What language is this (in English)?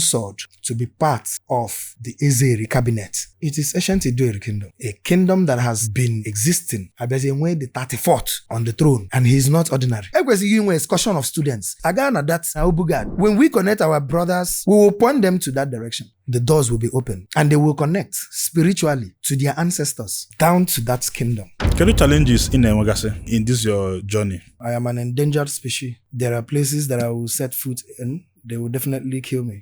Igbo